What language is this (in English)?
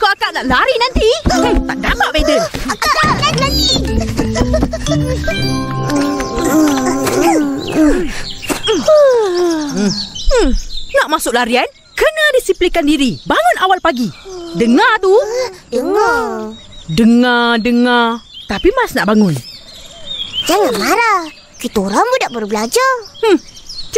Malay